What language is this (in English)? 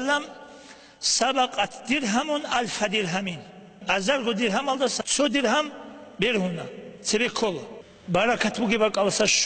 Avaric